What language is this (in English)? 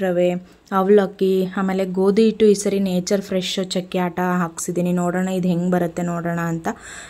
Kannada